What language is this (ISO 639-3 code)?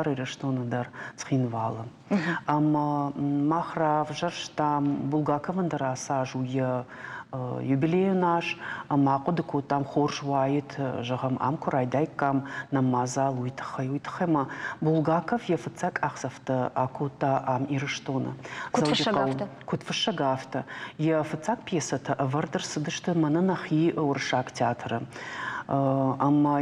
oss